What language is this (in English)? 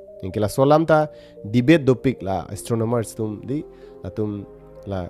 Karbi